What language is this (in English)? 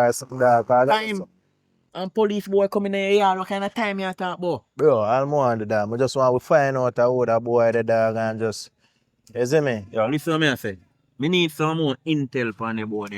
Jamaican Creole English